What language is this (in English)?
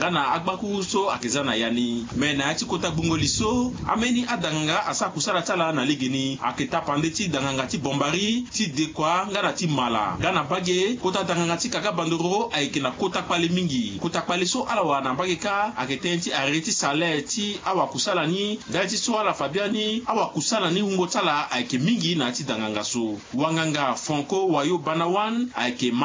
Sango